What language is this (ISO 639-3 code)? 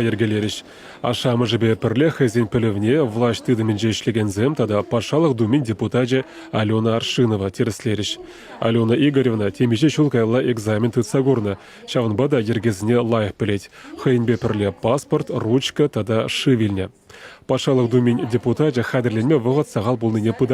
chv